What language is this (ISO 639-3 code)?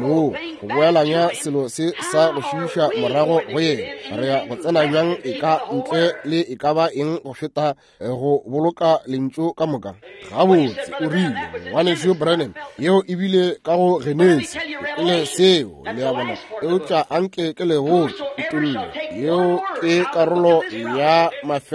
nso